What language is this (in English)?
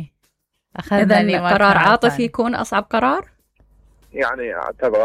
Mesopotamian Arabic